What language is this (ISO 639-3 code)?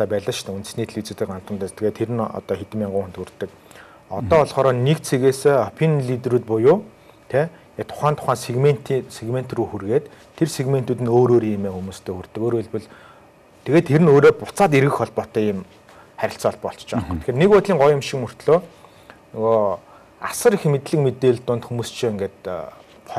mon